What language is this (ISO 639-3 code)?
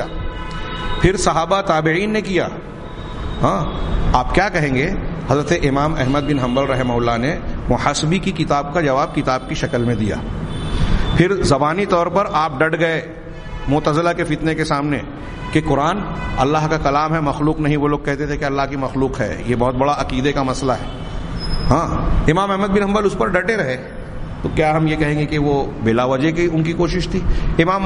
urd